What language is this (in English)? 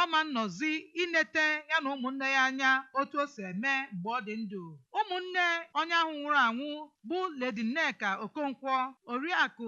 Igbo